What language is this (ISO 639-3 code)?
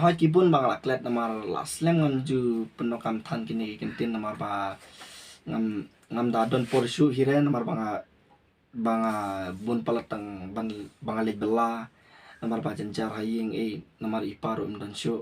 kha